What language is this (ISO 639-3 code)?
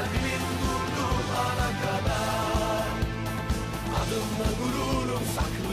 tur